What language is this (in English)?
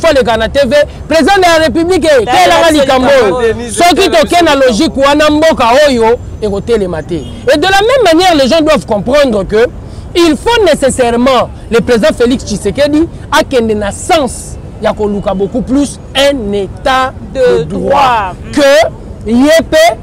Lingala